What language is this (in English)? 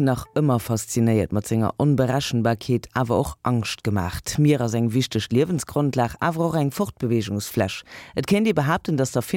Luxembourgish